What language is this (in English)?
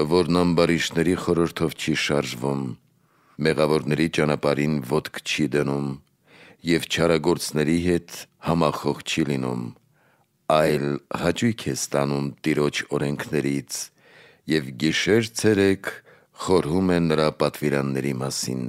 Armenian